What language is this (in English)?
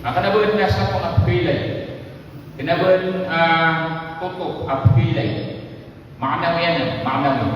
Maranao